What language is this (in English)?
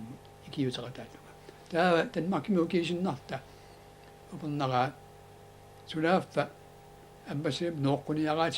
Kalaallisut